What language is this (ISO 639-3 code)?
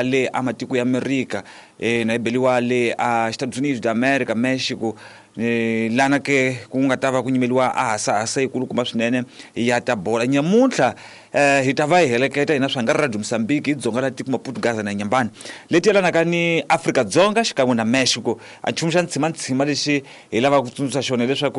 tso